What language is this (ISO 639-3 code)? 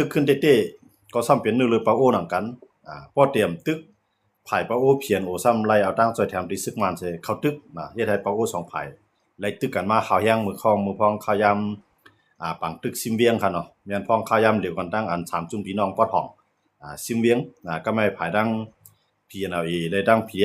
shn